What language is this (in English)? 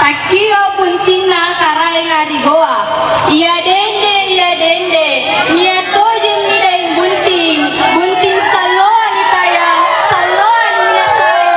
Makasar